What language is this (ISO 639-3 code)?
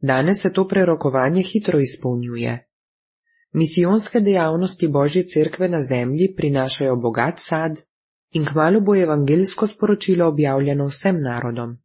slv